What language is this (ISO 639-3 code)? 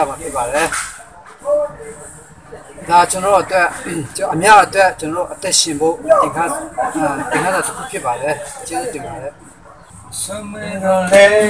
mya